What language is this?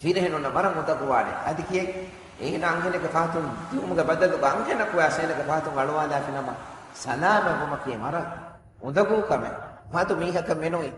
Divehi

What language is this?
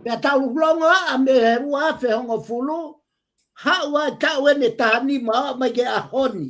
Tongan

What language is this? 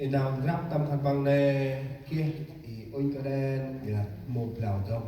Central Mnong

